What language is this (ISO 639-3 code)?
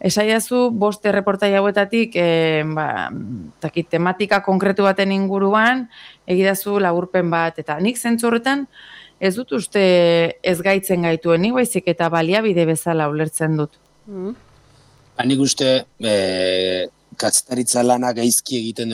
eus